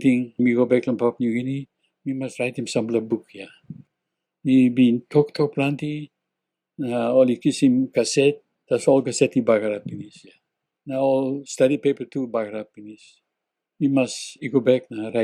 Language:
Tok Pisin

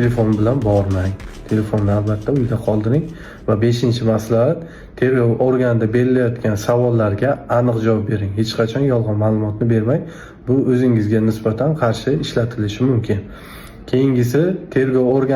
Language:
Uzbek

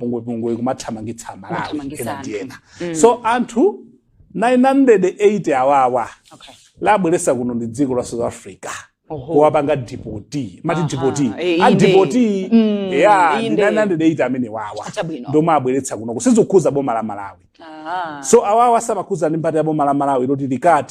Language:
Nyanja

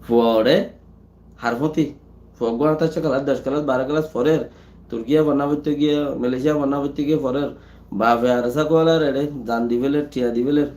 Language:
Rohingya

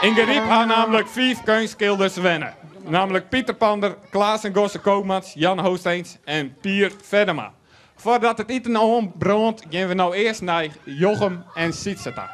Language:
Western Frisian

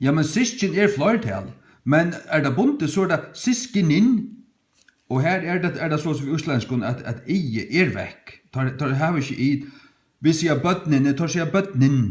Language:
Faroese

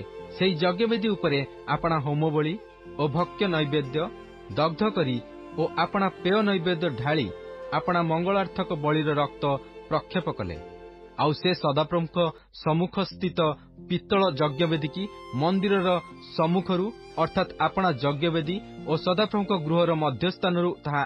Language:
Odia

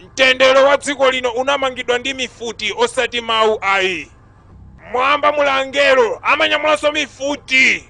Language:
Nyanja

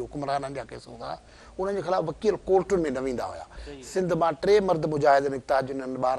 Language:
Sindhi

